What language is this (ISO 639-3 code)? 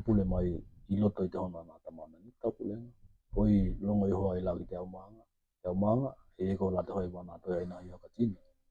tkl